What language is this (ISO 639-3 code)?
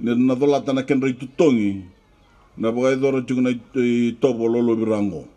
fij